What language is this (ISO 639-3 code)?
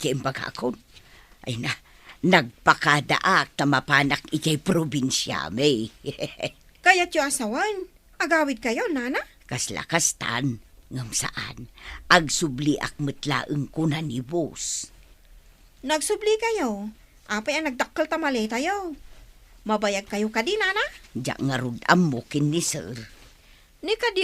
ilo